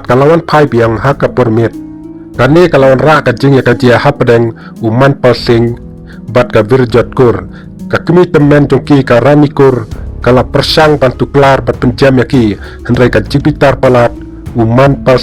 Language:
Khasi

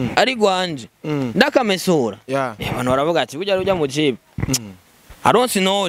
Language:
Rundi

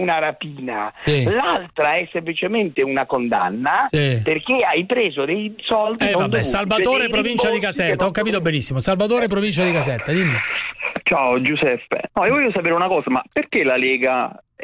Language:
Italian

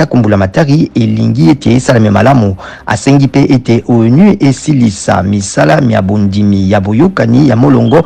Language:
Lingala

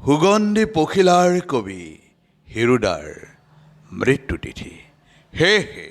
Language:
Assamese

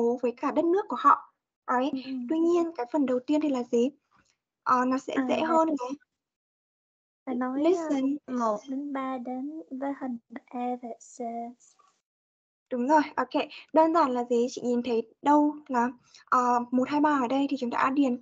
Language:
Vietnamese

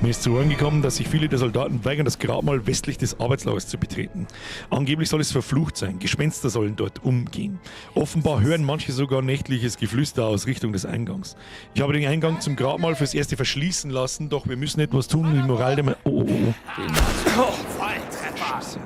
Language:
Bavarian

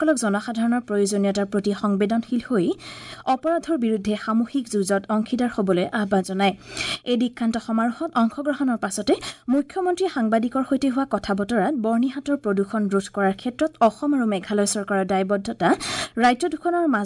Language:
Assamese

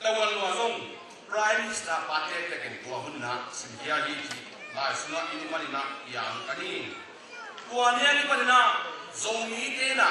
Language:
Tedim Chin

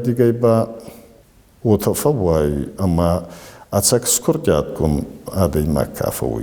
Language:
Ossetic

